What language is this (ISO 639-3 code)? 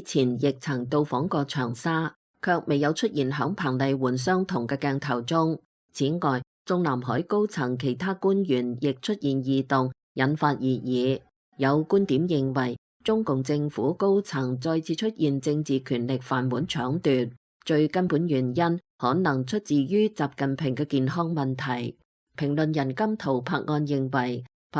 yue